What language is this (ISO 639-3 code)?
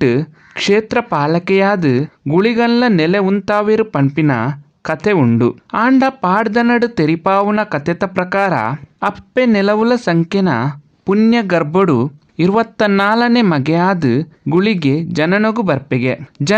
tcy